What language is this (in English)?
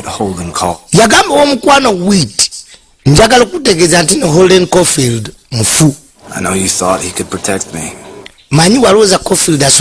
Ganda